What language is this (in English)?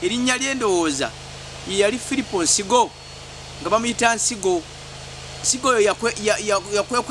Ganda